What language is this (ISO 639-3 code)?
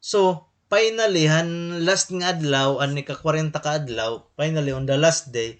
war